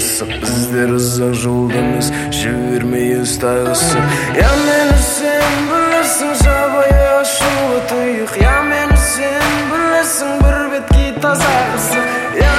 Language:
Kazakh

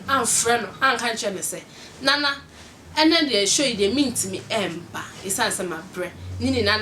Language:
Akan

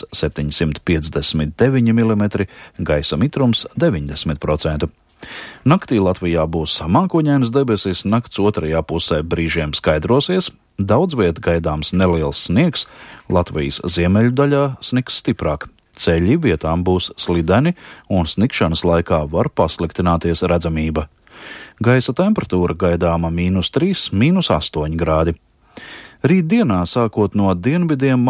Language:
Latvian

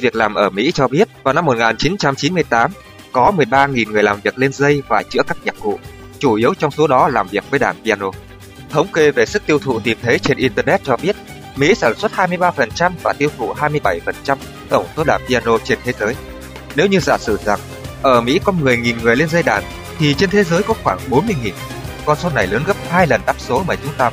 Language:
Vietnamese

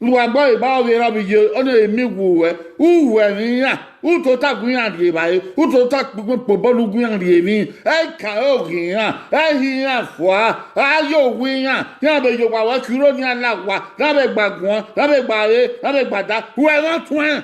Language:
Bini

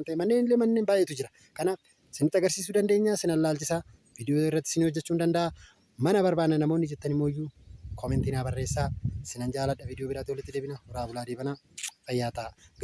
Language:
Oromo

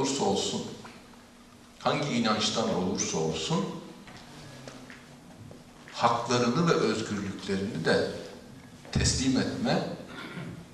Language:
Turkish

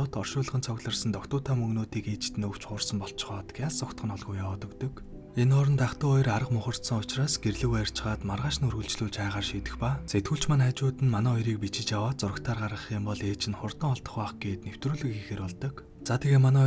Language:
Mongolian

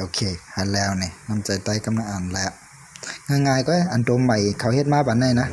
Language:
Shan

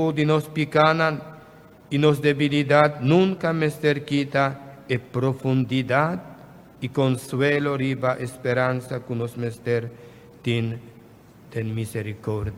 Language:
Papiamento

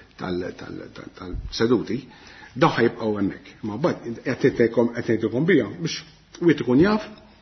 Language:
Maltese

